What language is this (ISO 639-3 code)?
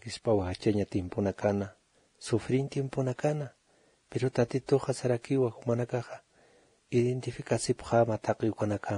aym